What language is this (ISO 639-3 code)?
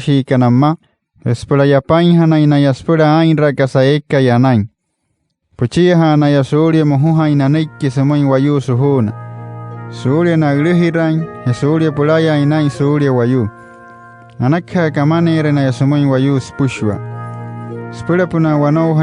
guc